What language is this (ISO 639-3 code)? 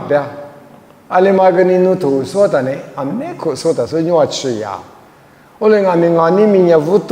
lis